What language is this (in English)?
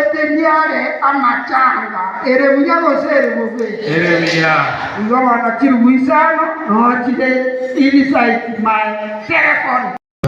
Gusii